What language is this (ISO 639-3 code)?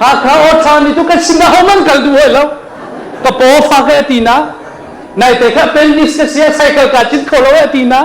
cnh